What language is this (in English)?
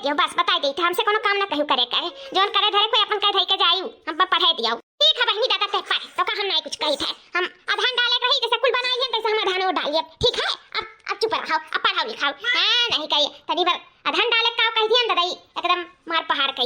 Awadhi